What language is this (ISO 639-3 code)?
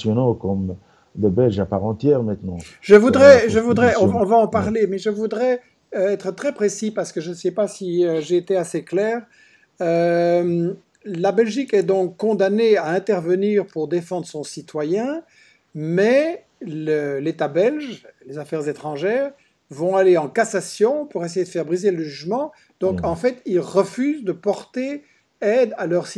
fra